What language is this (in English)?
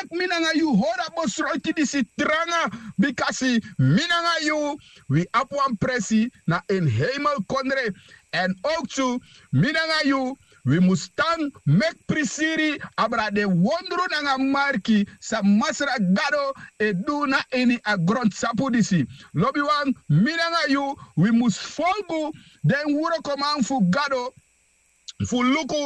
Sranan Tongo